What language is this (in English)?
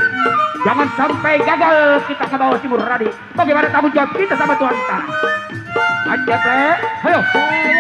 Betawi